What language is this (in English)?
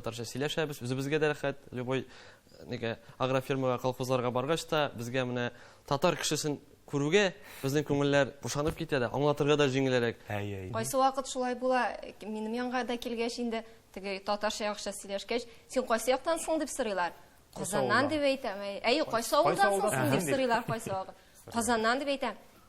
Tatar